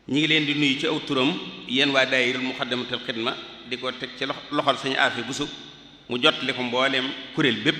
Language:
Wolof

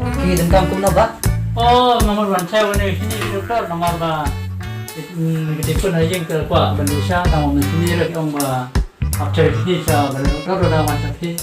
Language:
Khasi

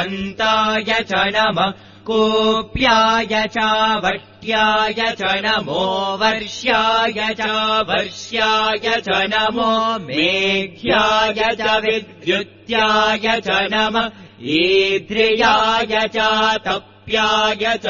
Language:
Sanskrit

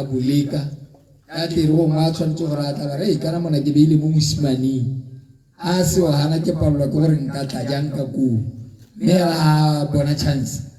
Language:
Tswana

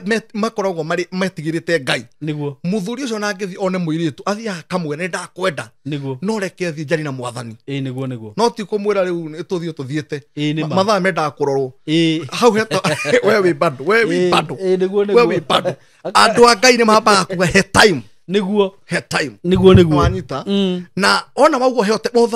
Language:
Kikuyu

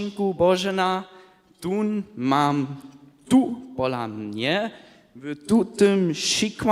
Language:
Upper Sorbian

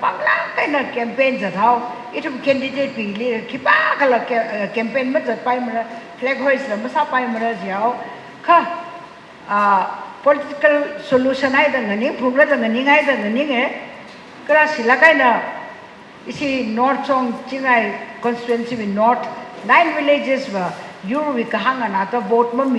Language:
Tangkhul Naga (India)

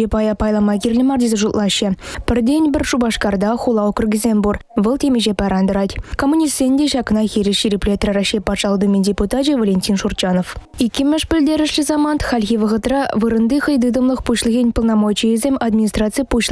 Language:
Chuvash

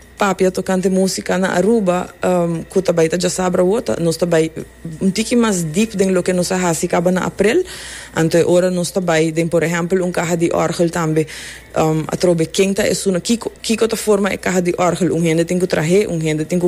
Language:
Papiamento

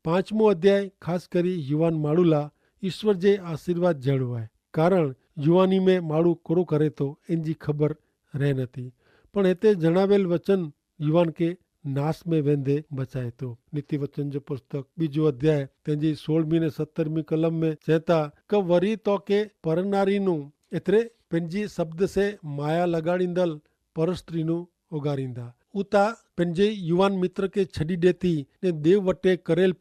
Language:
Kachhi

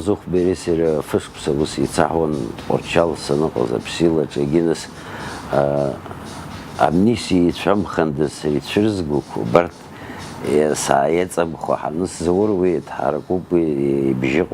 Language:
Abkhazian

